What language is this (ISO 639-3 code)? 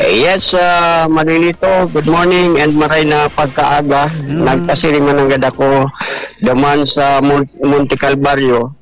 bik